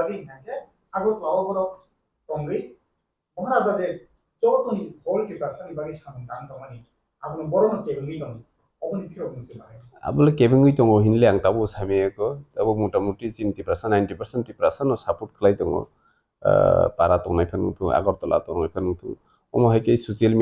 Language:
Kok Borok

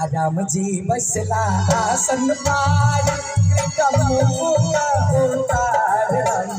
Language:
Maithili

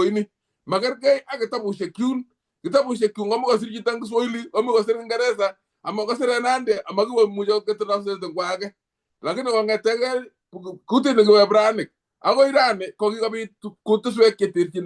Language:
Kalenjin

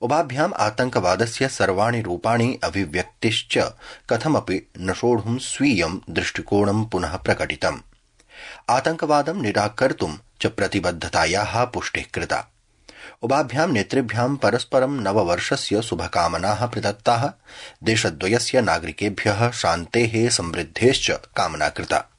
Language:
Sanskrit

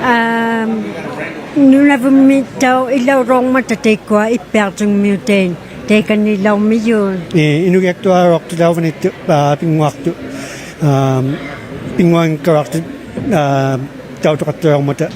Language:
Inuktitut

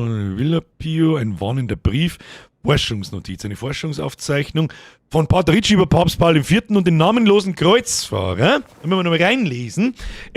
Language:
Bavarian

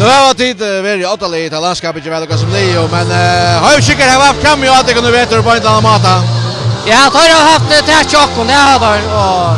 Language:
Faroese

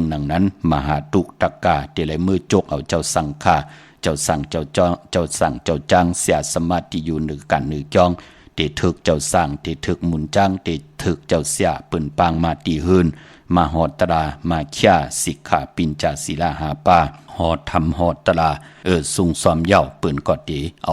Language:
Shan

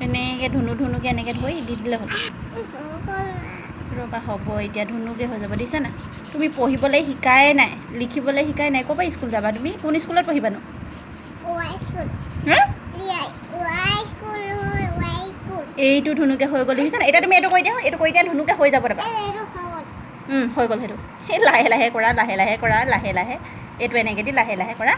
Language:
Assamese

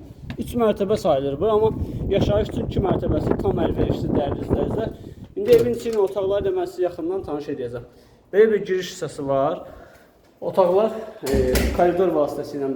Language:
Azerbaijani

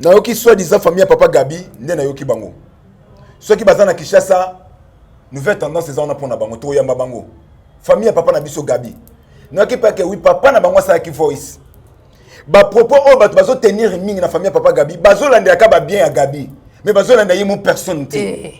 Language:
Lingala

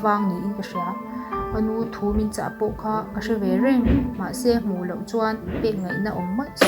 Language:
Mizo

